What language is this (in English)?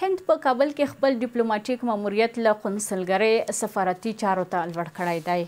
Pashto